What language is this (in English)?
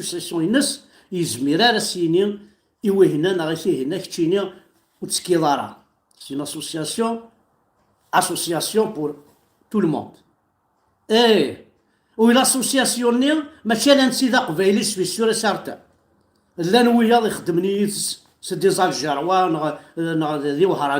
Kabyle